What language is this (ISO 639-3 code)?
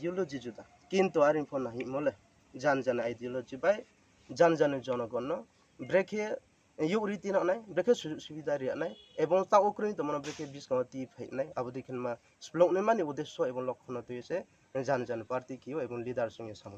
ria